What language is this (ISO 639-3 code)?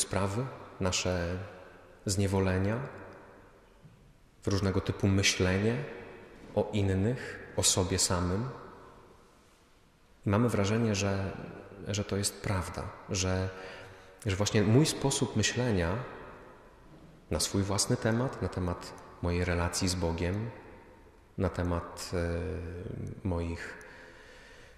pol